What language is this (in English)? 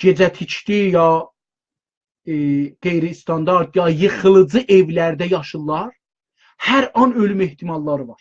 South Azerbaijani